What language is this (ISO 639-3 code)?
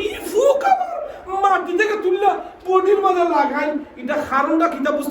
syl